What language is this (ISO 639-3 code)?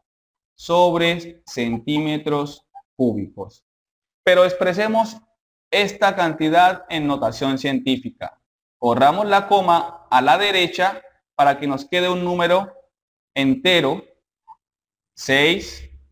spa